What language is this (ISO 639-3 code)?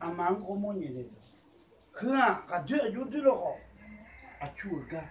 ahk